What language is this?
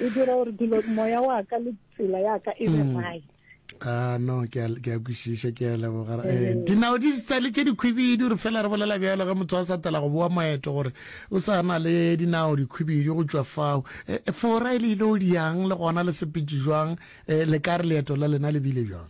Northern Sotho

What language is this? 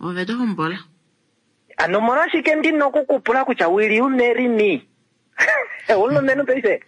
Kuanyama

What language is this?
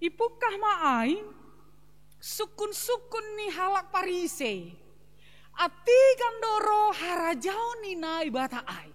Batak Simalungun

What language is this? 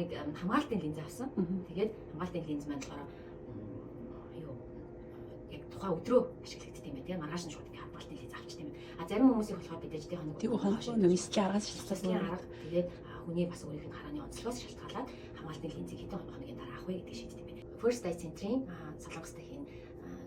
Mongolian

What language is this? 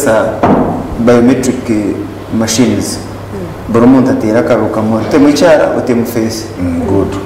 Nyankole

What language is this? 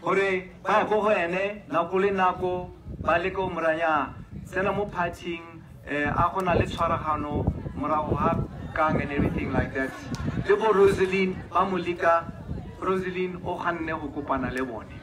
Tswana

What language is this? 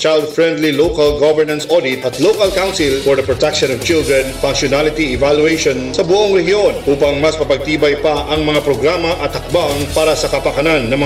Filipino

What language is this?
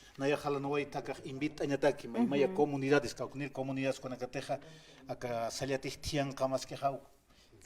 Aymara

